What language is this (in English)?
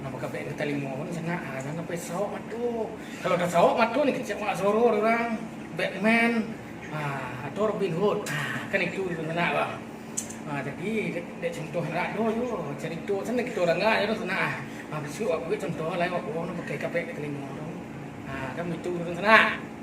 Minangkabau